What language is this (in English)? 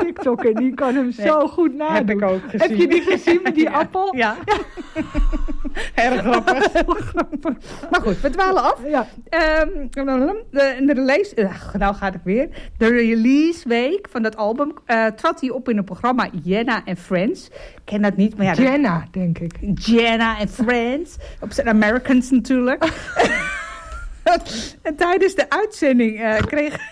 Dutch